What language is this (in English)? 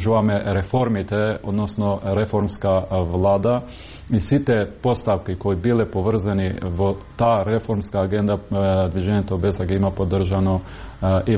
Macedonian